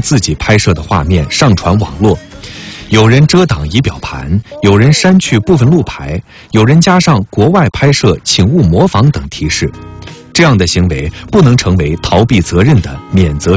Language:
Chinese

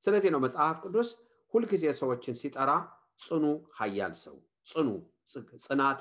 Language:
Amharic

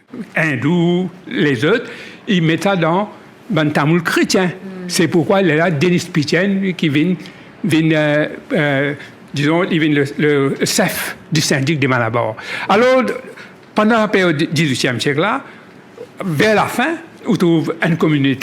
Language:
Morisyen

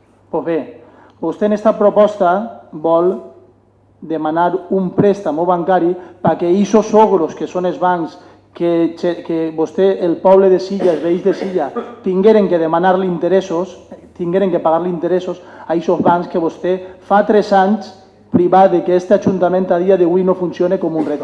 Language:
Catalan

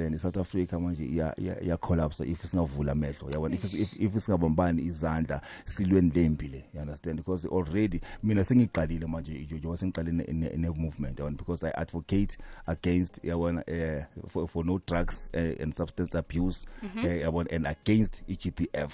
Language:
South Ndebele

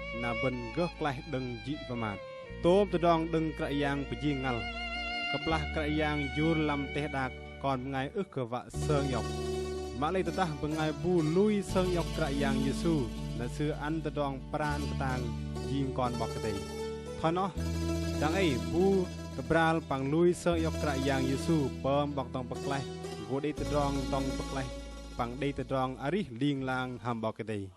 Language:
Bahnar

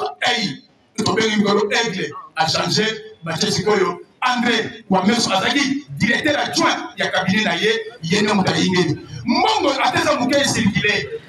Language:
Lingala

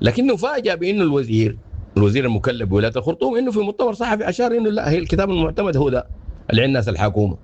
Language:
Sudanese Arabic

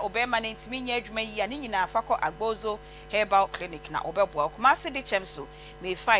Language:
Akan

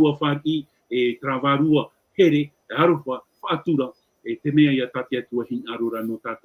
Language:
Tahitian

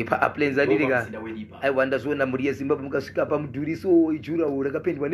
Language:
Shona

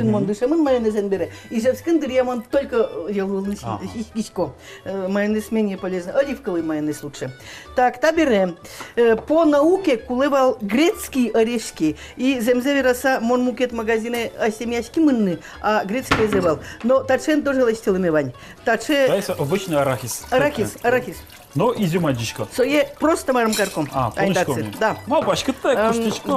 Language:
Udmurt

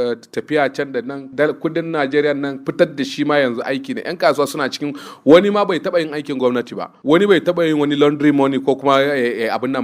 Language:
Hausa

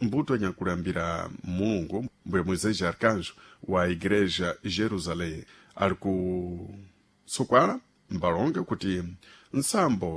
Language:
Sena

